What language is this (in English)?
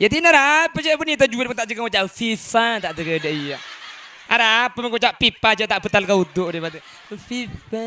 Madurese